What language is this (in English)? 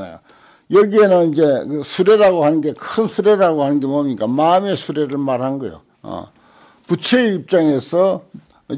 Korean